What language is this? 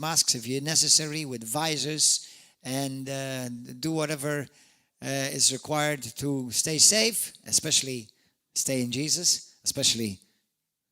English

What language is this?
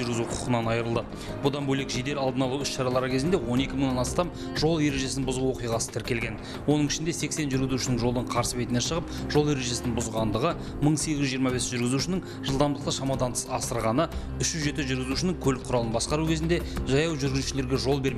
Kazakh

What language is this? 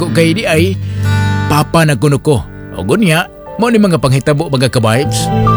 Cebuano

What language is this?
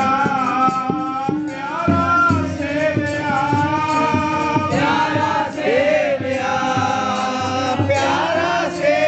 Punjabi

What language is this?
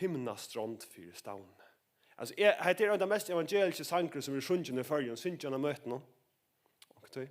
Faroese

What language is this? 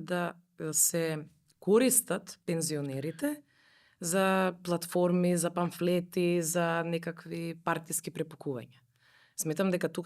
Macedonian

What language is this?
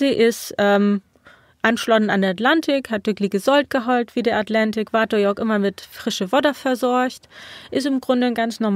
Low German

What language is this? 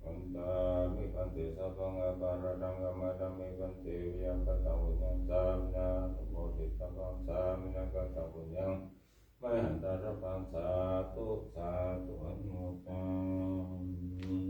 Pali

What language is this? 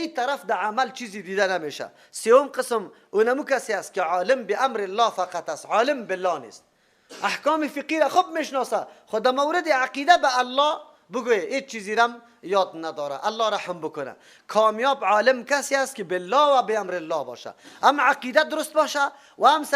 Persian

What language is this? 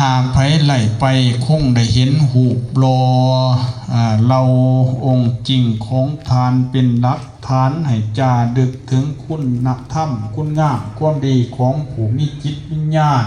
Lao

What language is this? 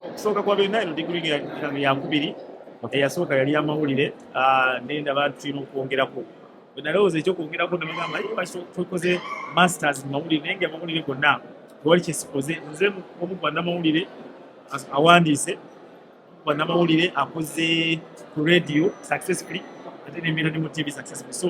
Ganda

